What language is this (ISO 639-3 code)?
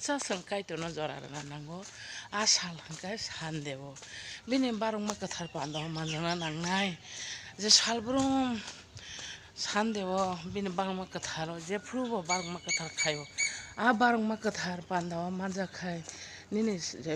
trp